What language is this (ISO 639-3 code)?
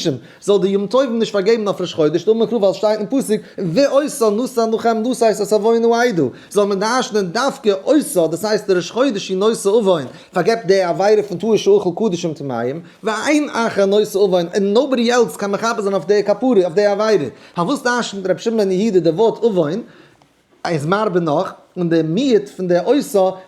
yid